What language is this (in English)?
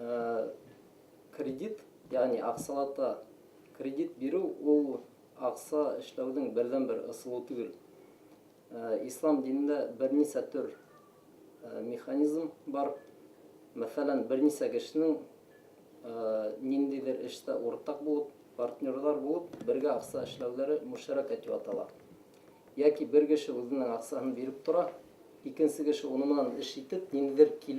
Bashkir